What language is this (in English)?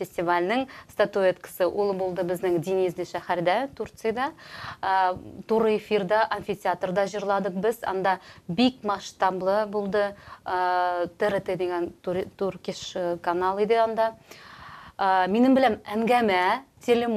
Tatar